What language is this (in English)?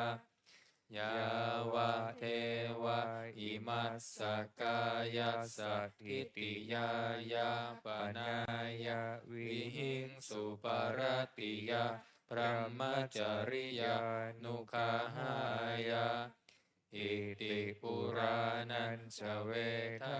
Pali